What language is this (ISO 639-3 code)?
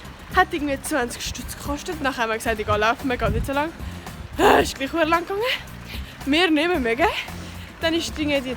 gsw